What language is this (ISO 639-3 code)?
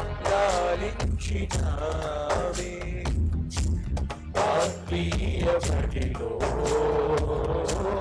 tel